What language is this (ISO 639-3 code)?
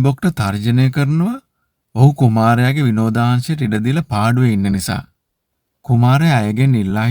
sin